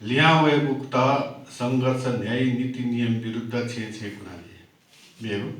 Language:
Newari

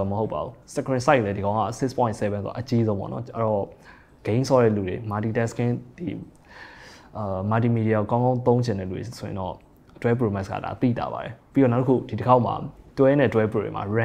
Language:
Burmese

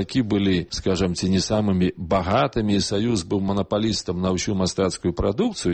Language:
Belarusian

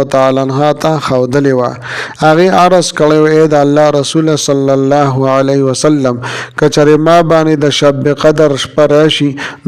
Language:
Pashto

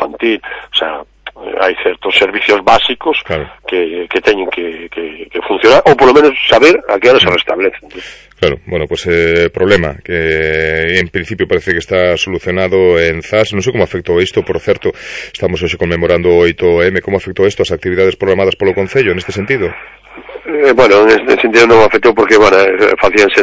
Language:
Galician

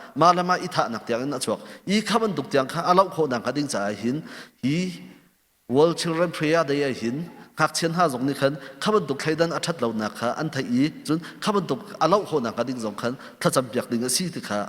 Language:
Hakha Chin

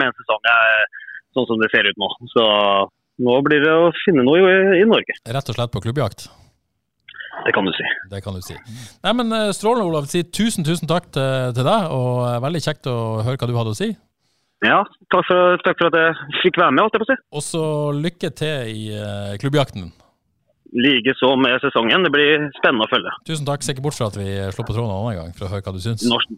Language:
Norwegian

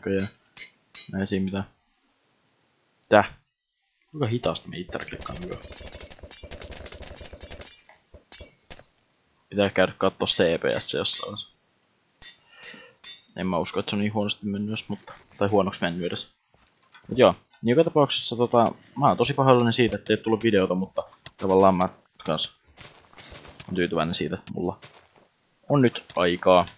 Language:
Finnish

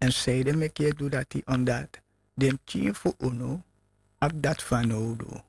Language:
Sranan Tongo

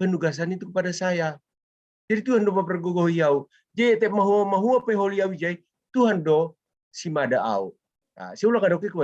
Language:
Batak Simalungun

